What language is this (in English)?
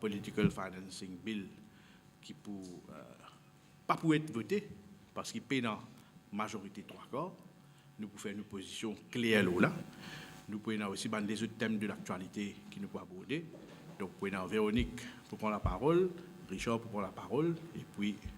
Morisyen